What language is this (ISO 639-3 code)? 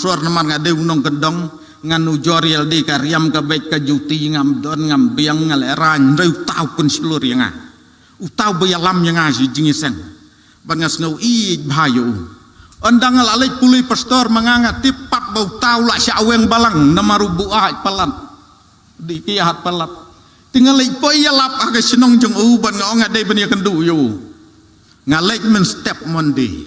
kha